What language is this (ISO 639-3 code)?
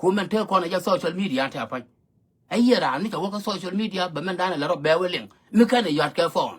nus